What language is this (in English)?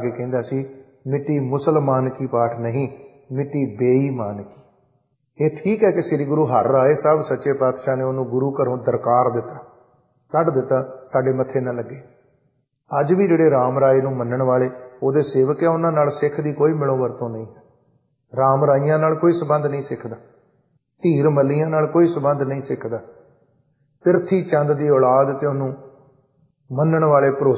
Punjabi